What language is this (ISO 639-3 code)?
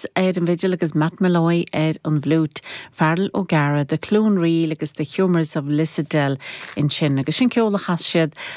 gle